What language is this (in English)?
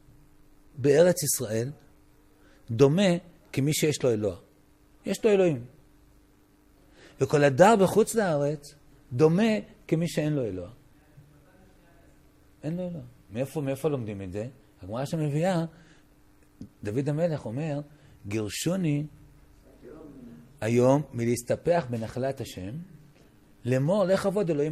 Hebrew